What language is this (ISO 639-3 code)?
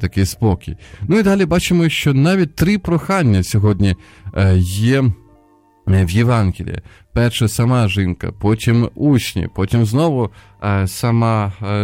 ukr